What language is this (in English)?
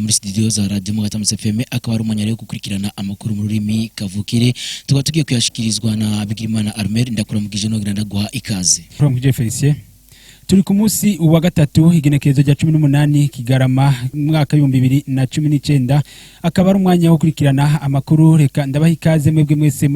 Rundi